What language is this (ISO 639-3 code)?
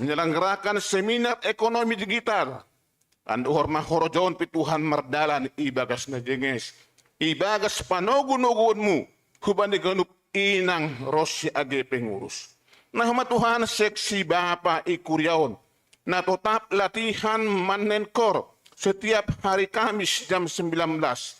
bts